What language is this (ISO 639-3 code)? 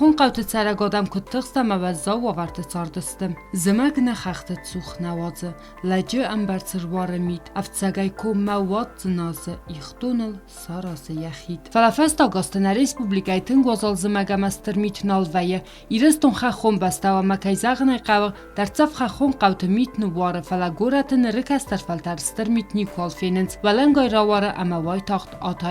oss